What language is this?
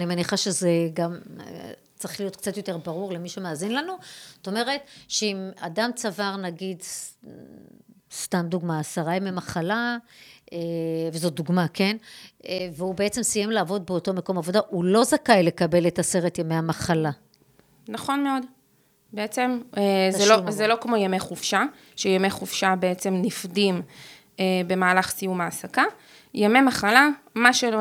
Hebrew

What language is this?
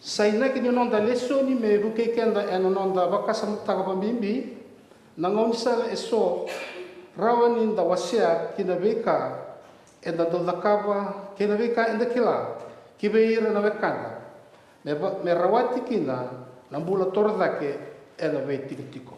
Fijian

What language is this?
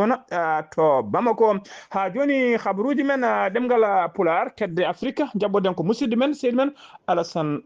Fula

